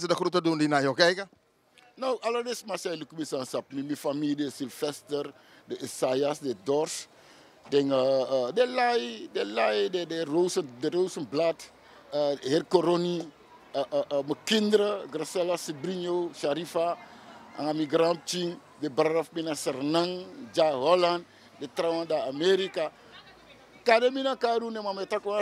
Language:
Sranan Tongo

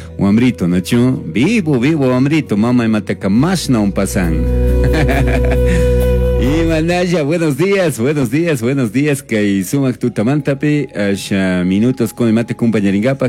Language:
Chimborazo Highland Quichua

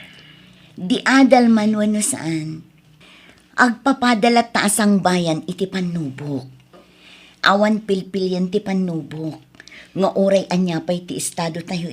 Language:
Iloko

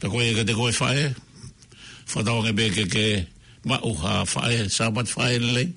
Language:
Tongan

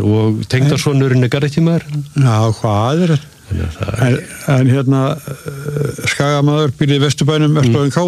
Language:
Icelandic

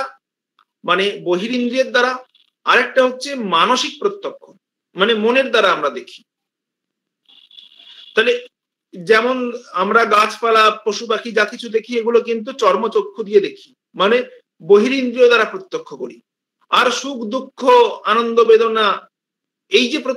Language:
Bangla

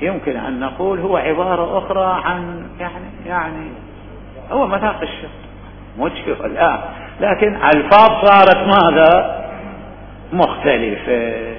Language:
Mesopotamian Arabic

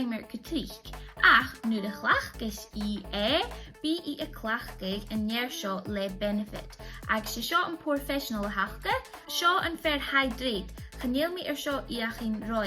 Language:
Scottish Gaelic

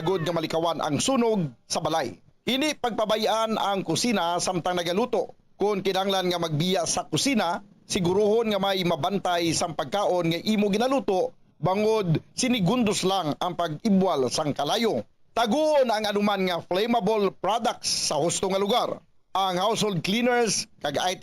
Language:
Hiligaynon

